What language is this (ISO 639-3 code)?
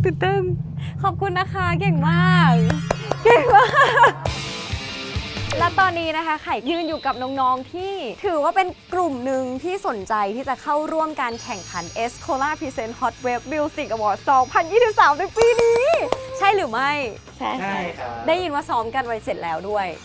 tha